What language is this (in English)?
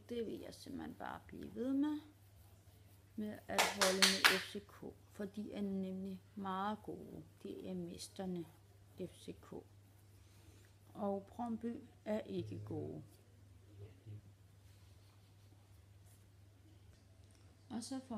Danish